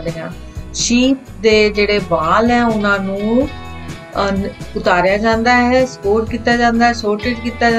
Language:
Punjabi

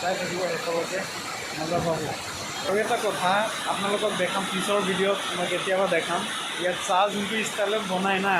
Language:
Assamese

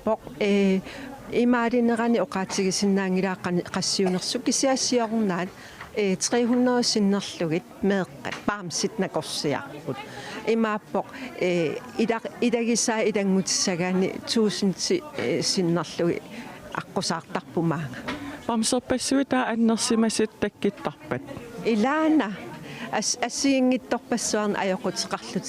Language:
Kalaallisut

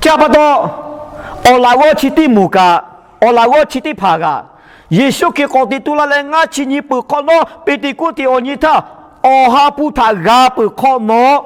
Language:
Lahu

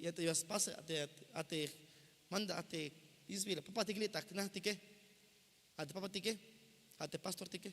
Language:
Tzeltal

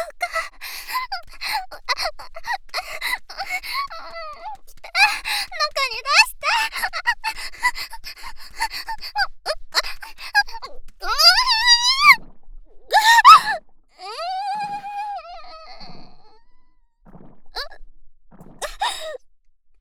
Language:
Japanese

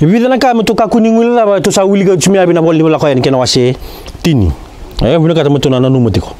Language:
Fijian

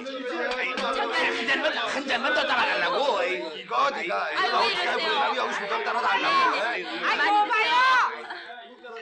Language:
Korean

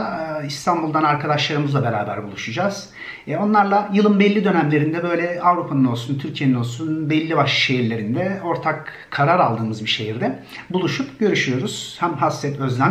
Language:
Turkish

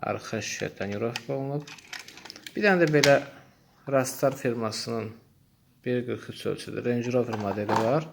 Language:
Azerbaijani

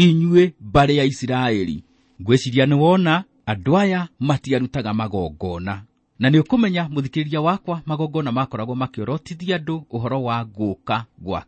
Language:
Kikuyu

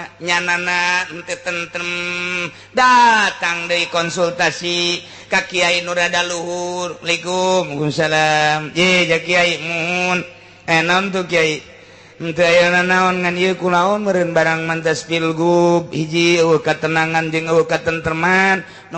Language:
Sundanese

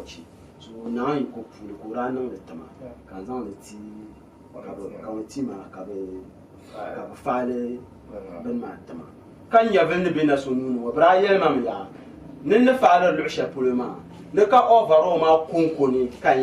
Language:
Dagbani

